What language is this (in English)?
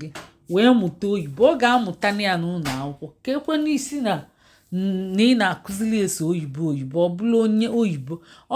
Igbo